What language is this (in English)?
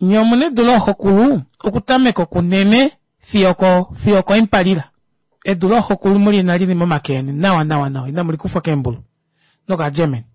Kuanyama